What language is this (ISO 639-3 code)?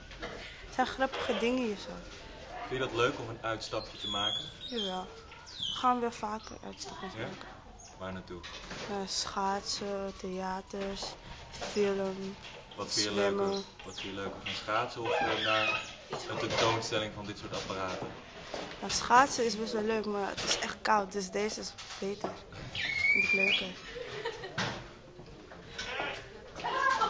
nld